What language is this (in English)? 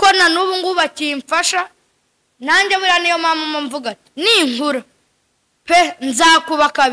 Kinyarwanda